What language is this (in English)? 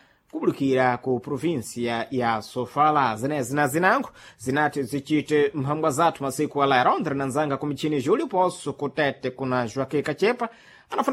Sena